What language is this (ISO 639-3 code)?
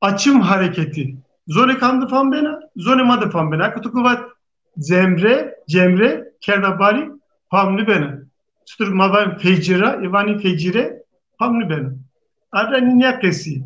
zza